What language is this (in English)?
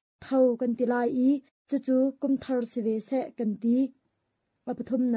Hakha Chin